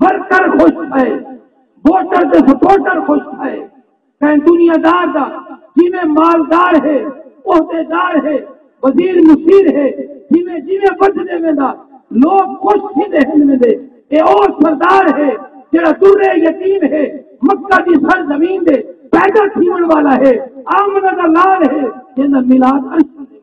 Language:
Saraiki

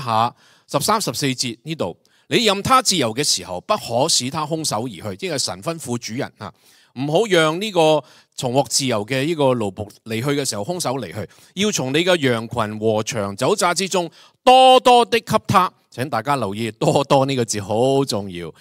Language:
Cantonese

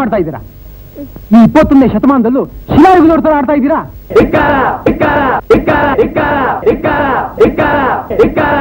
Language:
Kannada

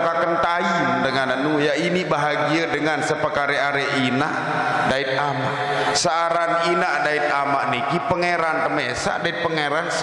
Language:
Sasak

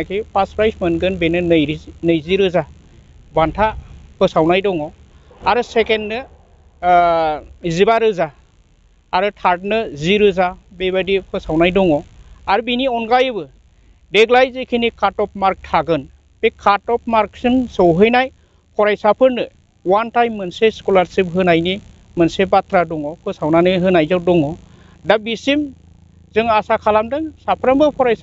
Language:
Bodo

